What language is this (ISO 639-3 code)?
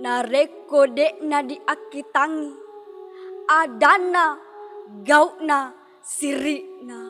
bug